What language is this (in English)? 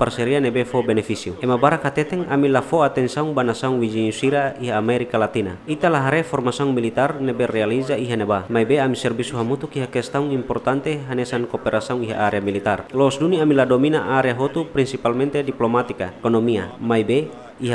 Tetum